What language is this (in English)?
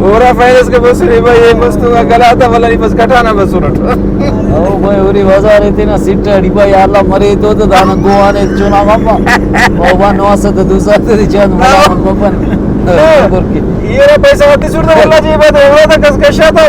Brahui